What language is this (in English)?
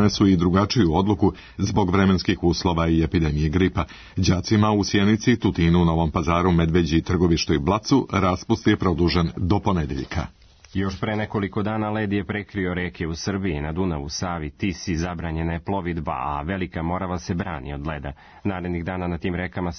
Serbian